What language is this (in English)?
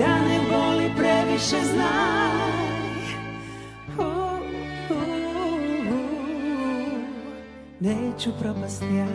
Croatian